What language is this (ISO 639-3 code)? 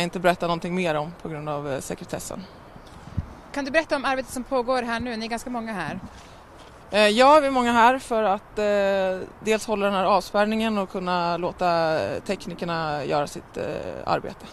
swe